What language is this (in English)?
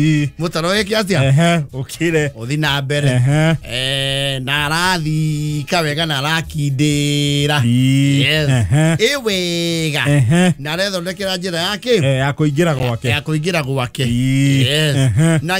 Kikuyu